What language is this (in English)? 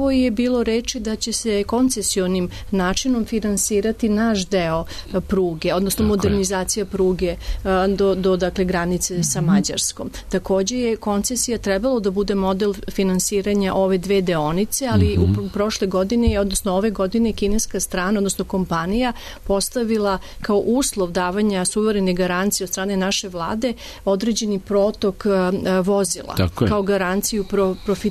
Serbian